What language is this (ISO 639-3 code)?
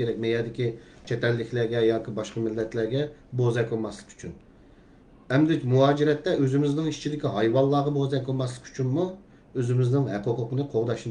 uig